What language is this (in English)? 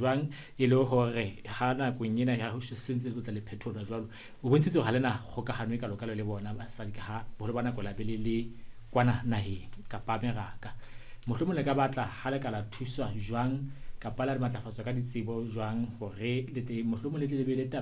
Southern Sotho